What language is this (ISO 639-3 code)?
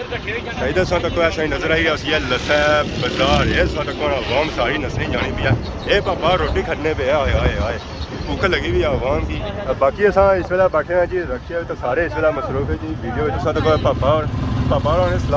phr